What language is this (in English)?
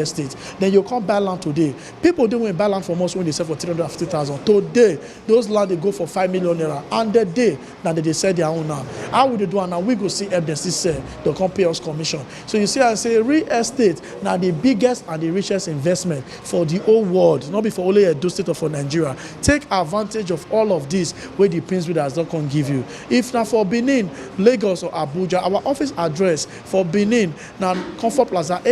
Nigerian Pidgin